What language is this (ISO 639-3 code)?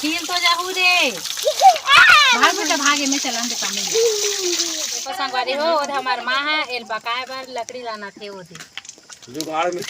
hne